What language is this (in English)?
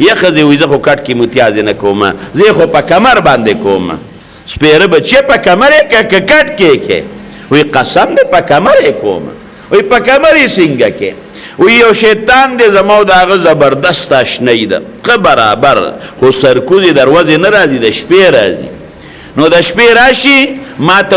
Pashto